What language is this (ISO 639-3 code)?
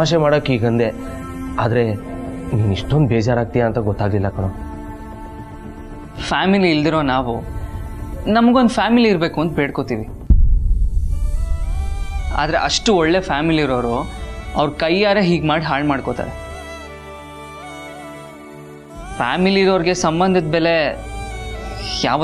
kan